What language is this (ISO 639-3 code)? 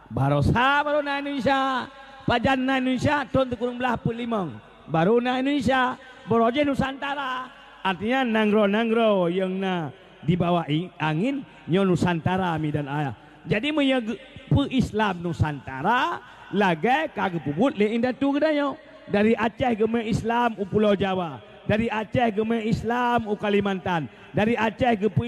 ace